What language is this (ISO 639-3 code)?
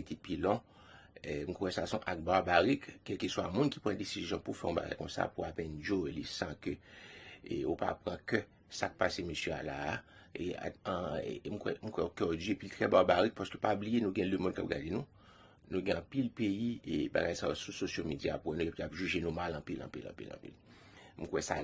hat